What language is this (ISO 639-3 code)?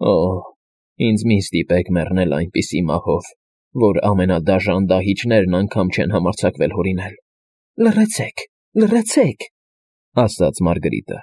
hye